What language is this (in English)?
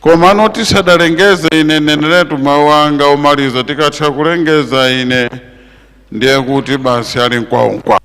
Nyanja